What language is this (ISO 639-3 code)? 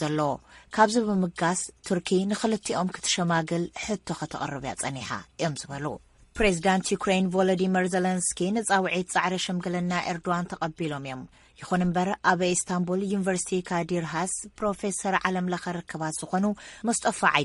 tir